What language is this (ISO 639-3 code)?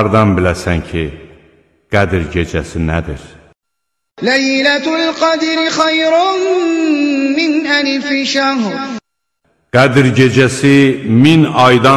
aze